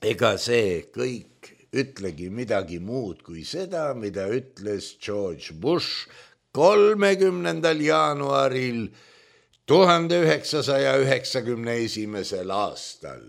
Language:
Estonian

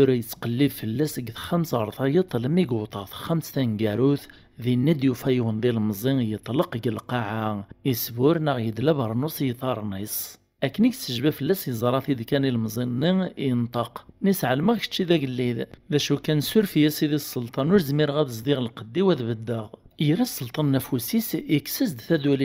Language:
Kabyle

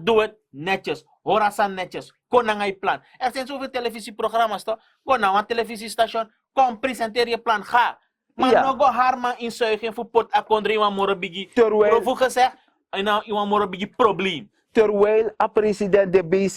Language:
Sranan Tongo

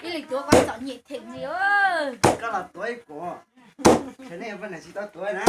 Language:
Hmong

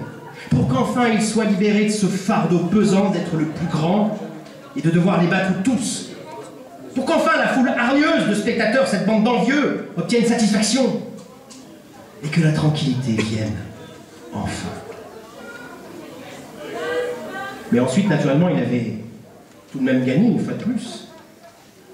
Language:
French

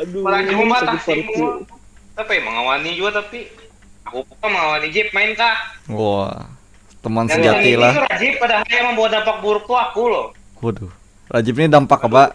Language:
Banjar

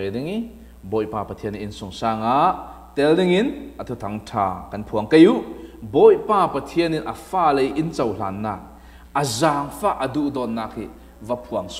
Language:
Falam Chin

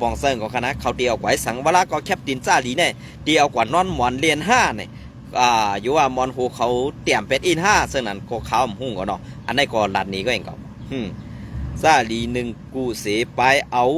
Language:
Shan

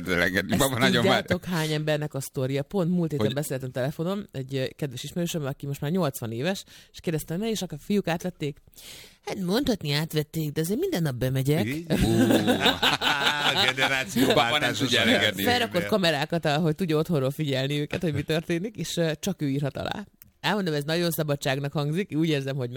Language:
Hungarian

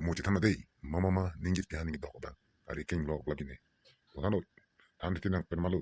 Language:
Karbi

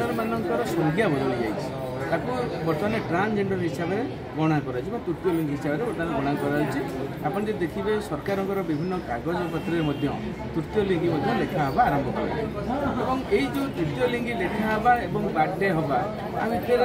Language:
Odia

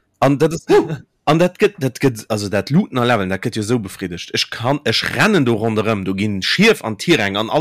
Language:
Luxembourgish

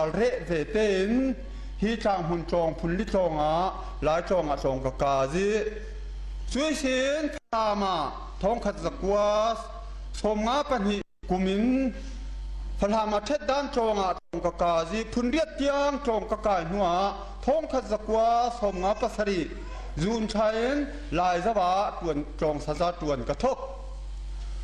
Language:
Thai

